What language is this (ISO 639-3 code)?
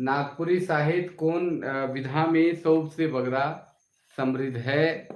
sck